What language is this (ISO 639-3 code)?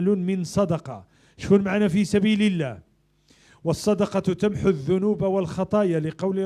ary